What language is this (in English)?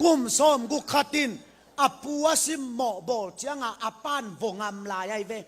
Tedim Chin